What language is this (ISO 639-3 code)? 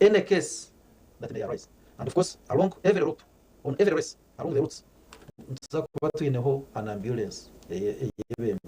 nyn